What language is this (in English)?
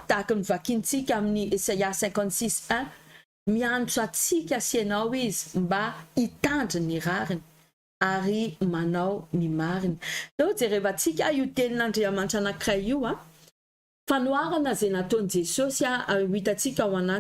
Malagasy